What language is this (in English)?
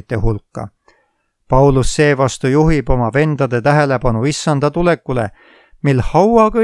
Estonian